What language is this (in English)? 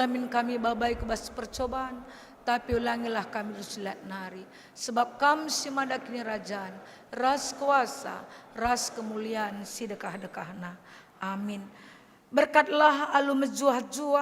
Batak Karo